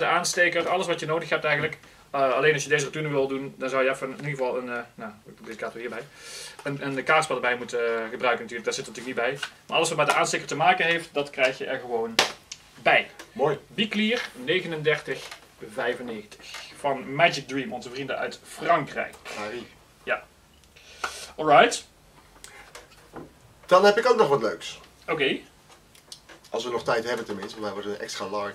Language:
Dutch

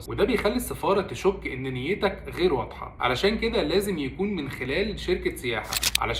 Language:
Egyptian Arabic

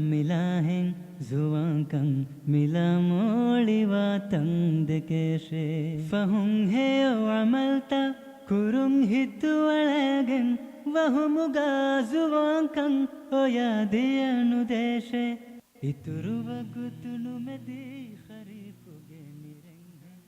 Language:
Divehi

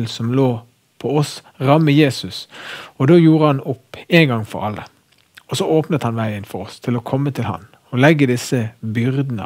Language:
Norwegian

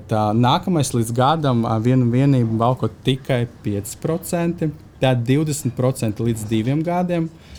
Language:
Latvian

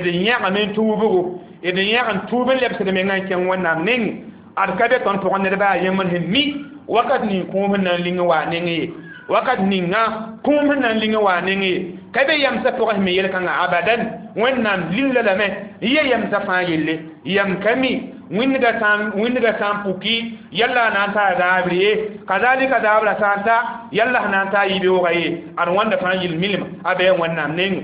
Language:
Mossi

